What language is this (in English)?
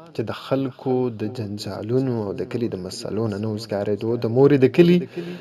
Pashto